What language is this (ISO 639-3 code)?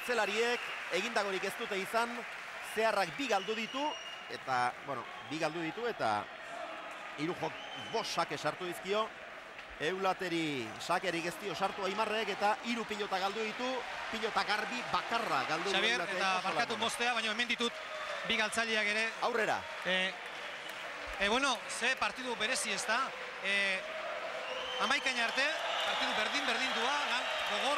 eus